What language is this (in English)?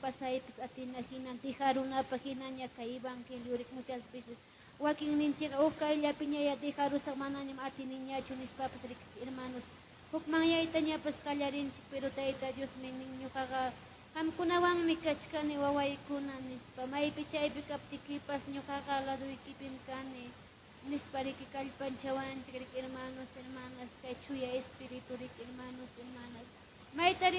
Ayacucho Quechua